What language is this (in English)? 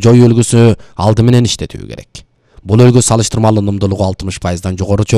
Kyrgyz